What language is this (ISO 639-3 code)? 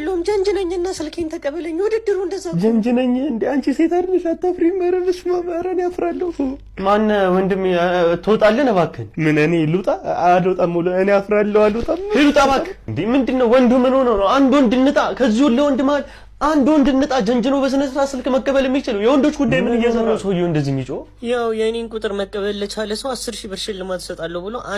amh